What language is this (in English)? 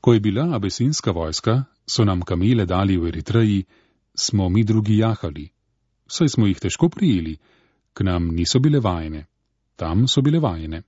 Slovenian